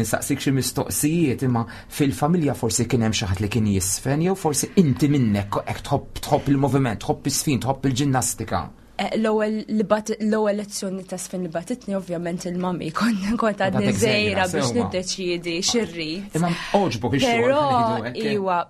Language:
Maltese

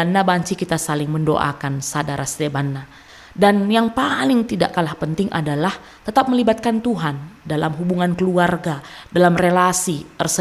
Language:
Batak Karo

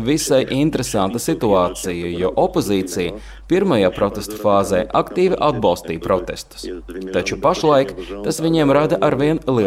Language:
Latvian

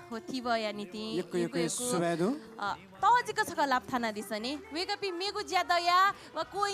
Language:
Newari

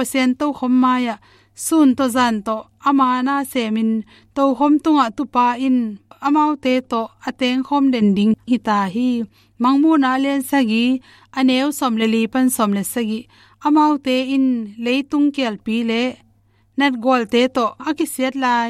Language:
Tedim Chin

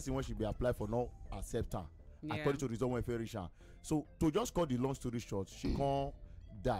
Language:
Nigerian Pidgin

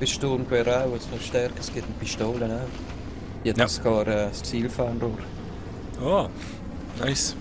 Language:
Swiss German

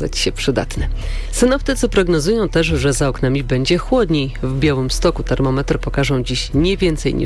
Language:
Polish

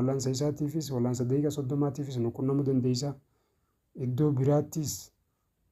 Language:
Oromo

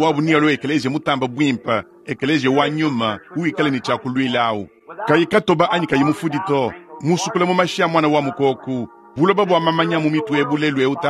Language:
Luba-Lulua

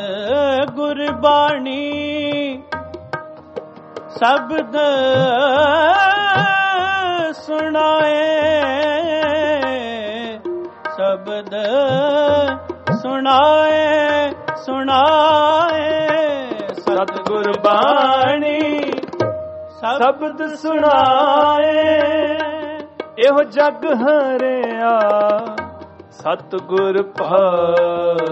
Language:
Punjabi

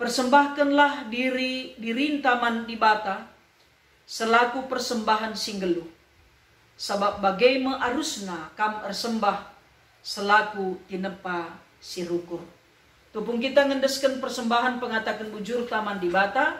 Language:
Batak Karo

